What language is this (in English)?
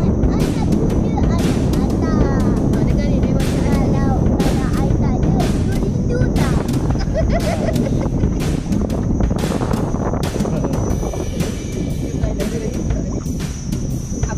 Malay